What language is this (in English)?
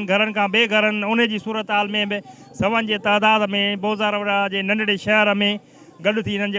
Sindhi